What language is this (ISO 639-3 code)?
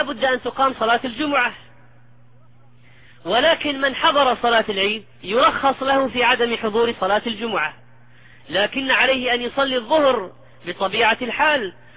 ara